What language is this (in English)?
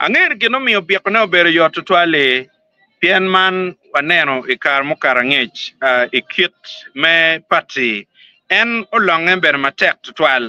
Acoli